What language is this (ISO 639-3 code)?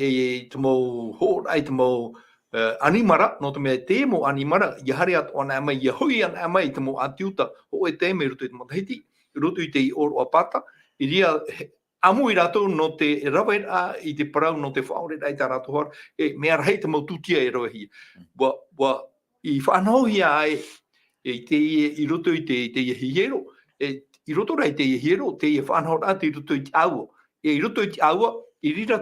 tah